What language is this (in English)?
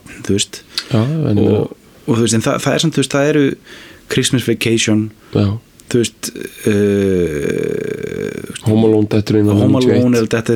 Icelandic